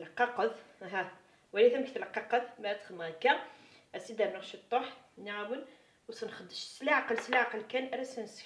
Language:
Kabyle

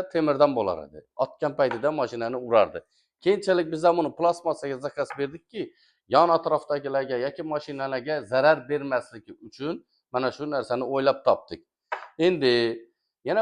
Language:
Uzbek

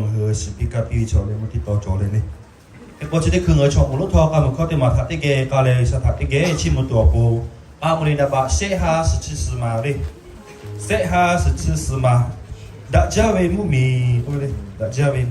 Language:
Lahu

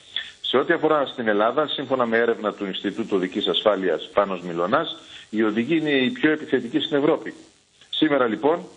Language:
Greek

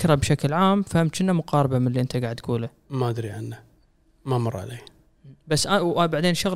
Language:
Gulf Arabic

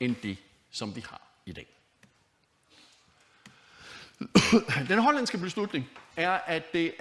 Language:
Danish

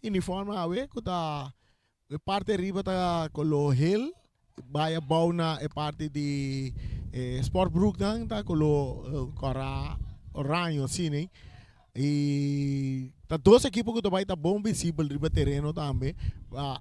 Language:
Papiamento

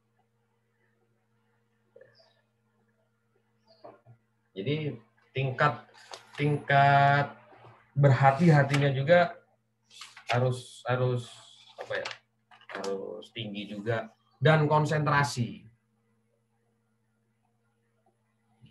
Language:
Indonesian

